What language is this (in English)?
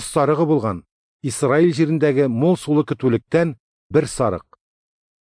Tatar